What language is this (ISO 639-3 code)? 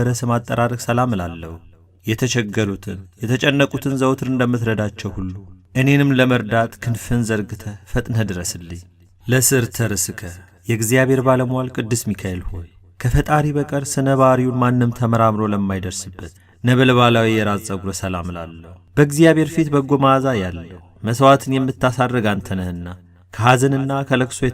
amh